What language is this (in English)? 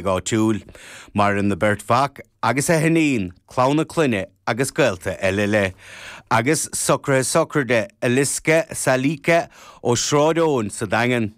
Irish